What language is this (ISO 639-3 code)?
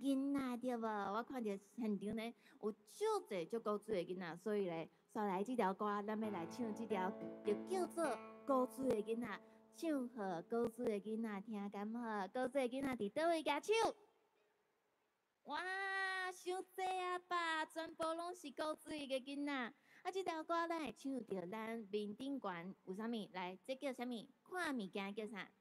nan